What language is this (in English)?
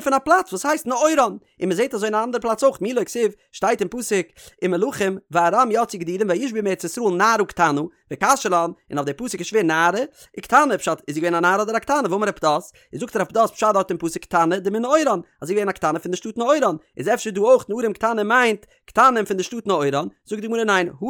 Yiddish